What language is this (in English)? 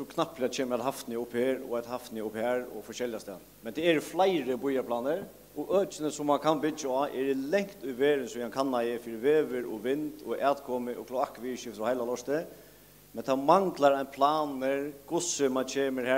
Faroese